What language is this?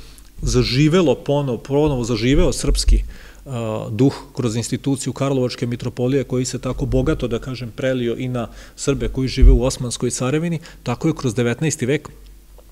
Serbian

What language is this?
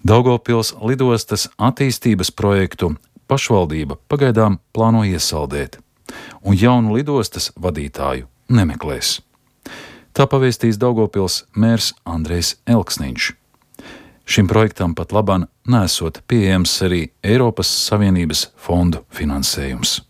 Latvian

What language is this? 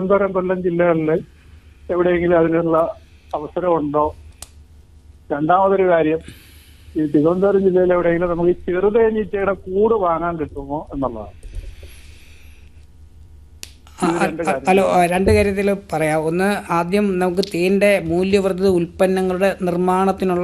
Malayalam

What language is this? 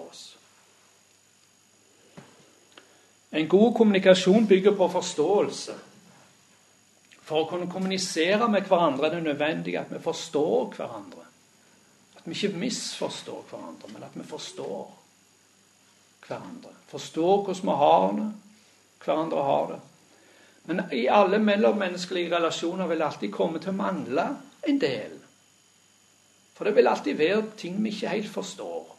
Norwegian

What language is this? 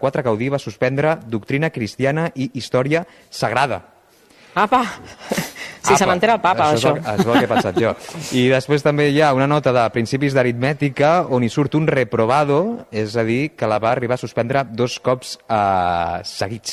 Catalan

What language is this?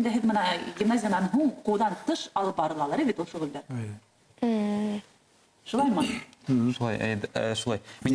Bashkir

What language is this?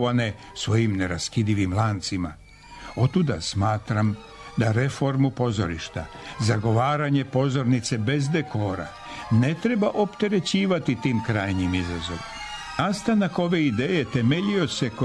Serbian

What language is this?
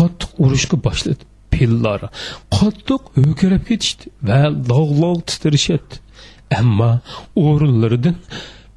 Uyghur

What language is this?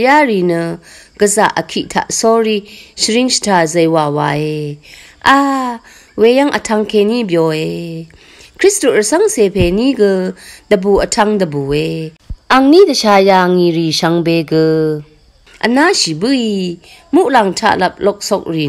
Rawang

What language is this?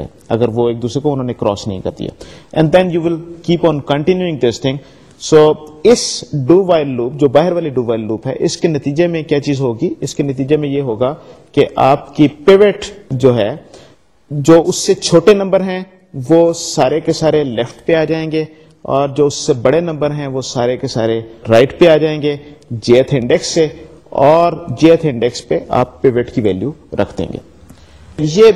Urdu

